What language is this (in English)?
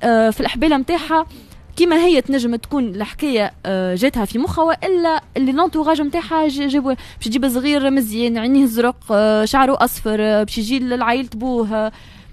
Tunisian Arabic